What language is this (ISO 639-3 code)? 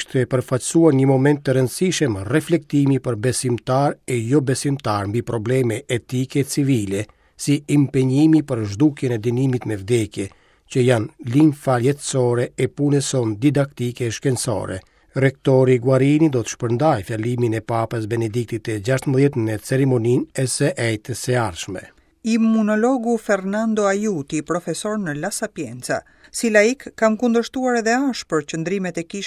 sqi